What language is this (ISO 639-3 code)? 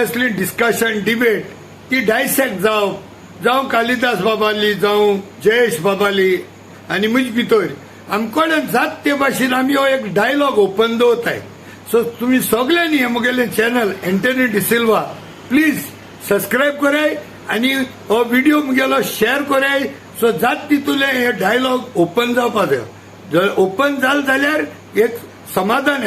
kok